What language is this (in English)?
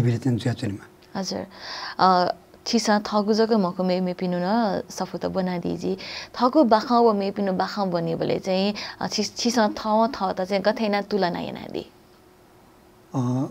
Newari